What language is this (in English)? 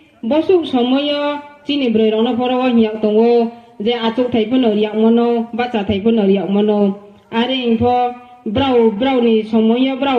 Riang (India)